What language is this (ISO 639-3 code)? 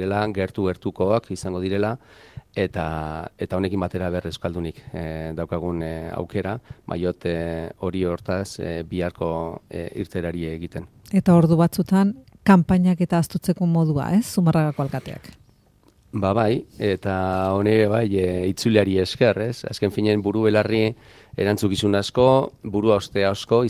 eus